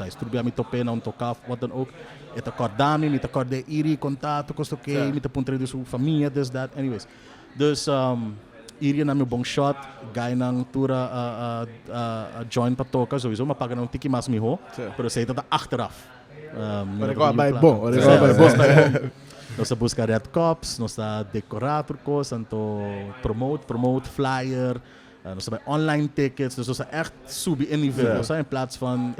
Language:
Papiamento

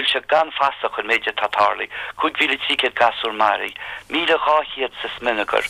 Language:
Irish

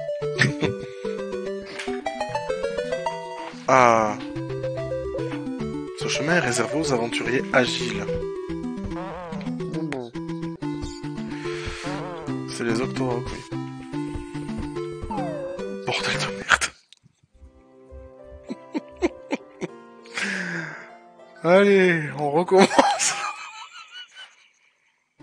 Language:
French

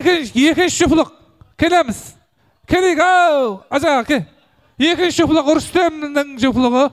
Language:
Kara-Kalpak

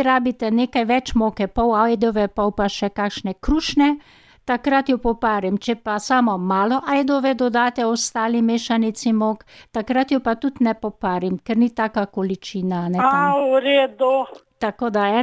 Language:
Slovenian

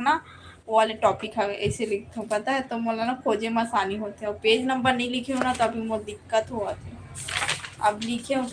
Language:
Chhattisgarhi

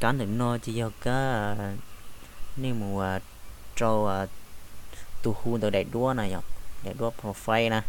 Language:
Hmong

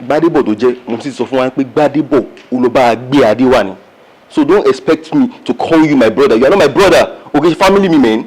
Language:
Yoruba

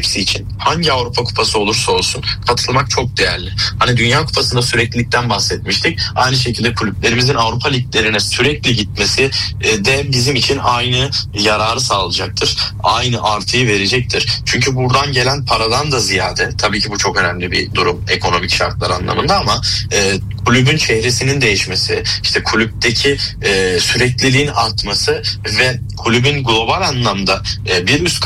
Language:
Turkish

